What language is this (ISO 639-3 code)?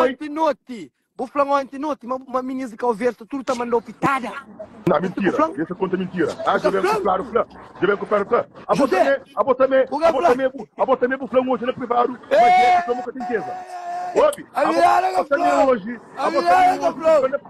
kea